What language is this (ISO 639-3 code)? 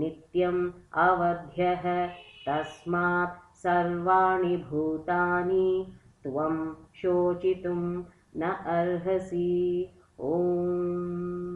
san